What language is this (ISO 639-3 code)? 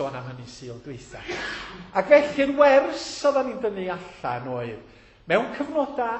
cym